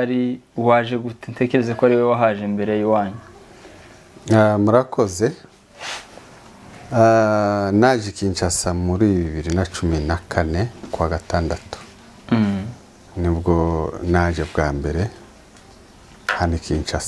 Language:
Kinyarwanda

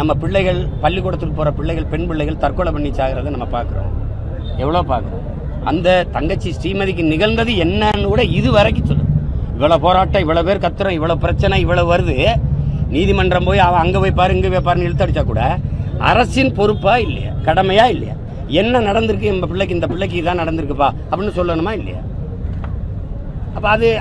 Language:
Tamil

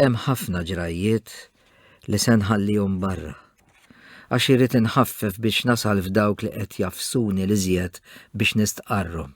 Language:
Maltese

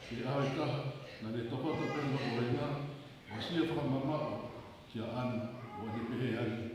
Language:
Tongan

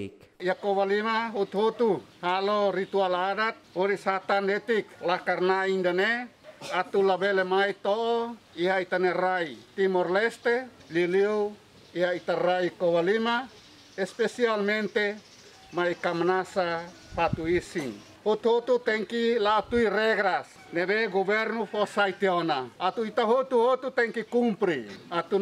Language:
Tetum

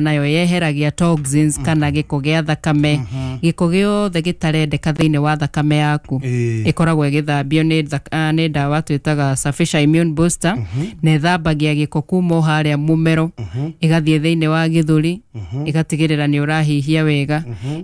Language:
Kikuyu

